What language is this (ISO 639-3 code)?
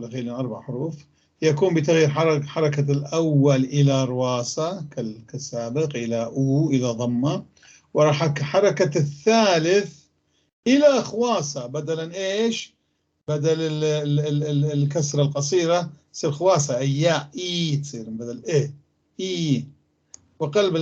apc